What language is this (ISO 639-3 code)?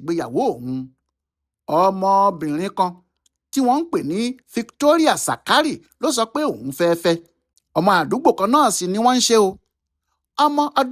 yor